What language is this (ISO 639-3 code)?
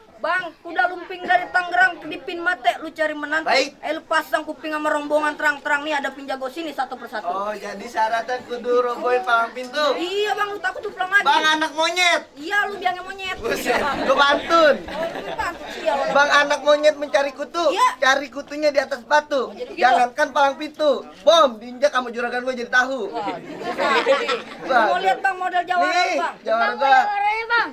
bew